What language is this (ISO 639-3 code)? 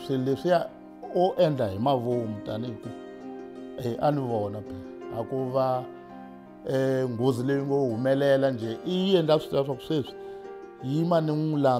tso